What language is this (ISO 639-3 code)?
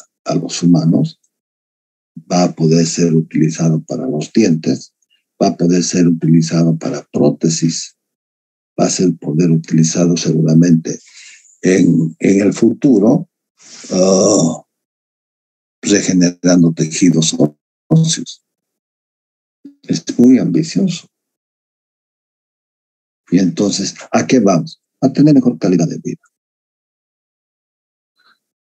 spa